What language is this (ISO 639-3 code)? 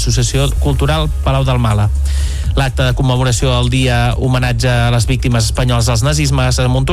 cat